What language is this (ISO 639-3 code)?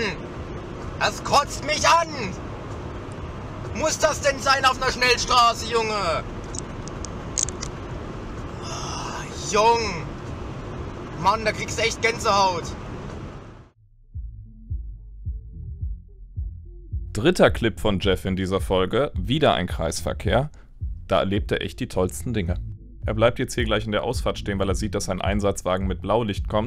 deu